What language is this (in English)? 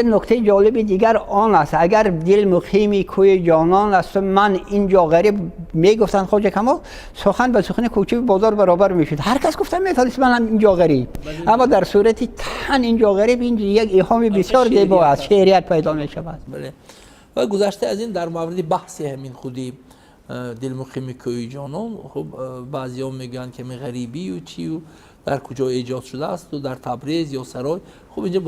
Tajik